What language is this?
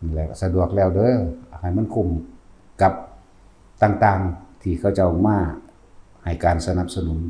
Northeastern Thai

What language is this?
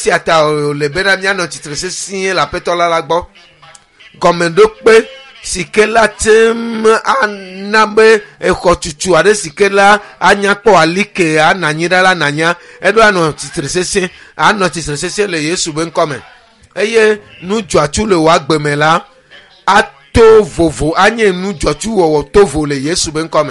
Ewe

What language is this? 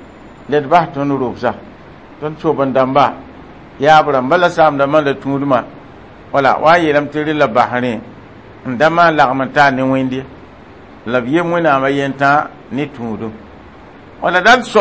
Mossi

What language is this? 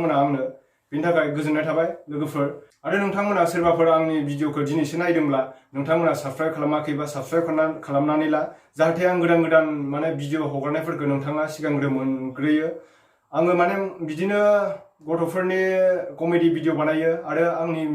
Bodo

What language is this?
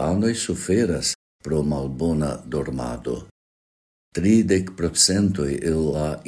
Esperanto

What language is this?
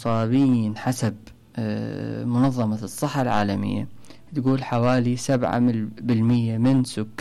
Mesopotamian Arabic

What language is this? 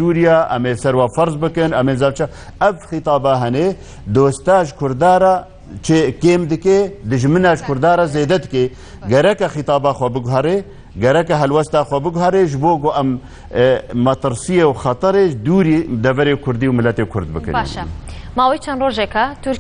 Kurdish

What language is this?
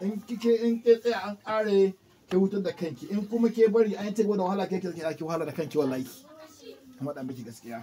Hausa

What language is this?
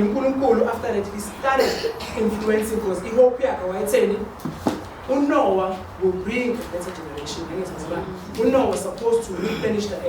Zulu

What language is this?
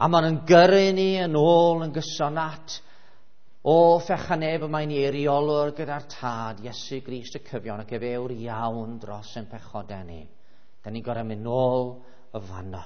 Welsh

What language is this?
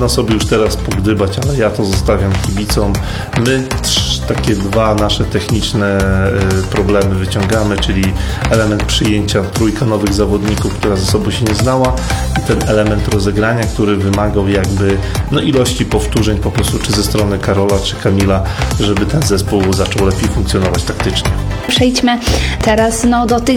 Polish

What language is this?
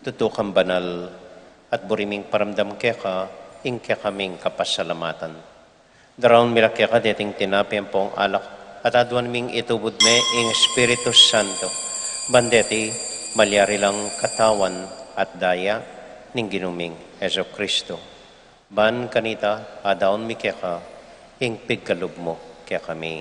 Pampanga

